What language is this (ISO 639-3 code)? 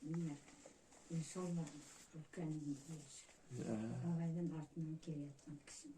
bak